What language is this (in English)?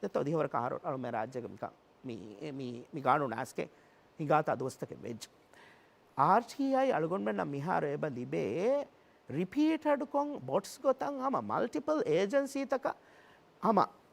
Divehi